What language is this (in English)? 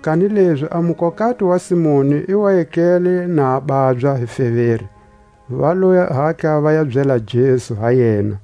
Tswa